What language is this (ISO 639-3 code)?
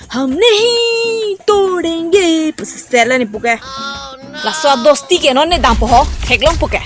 mjw